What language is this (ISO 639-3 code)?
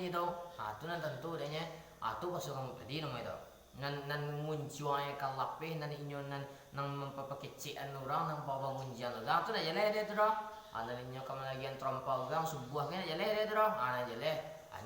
min